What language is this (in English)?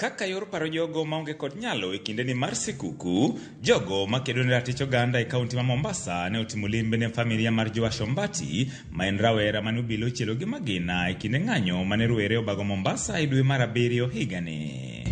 Luo (Kenya and Tanzania)